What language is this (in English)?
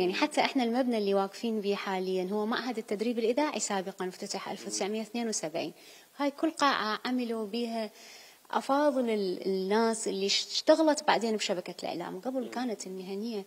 Mesopotamian Arabic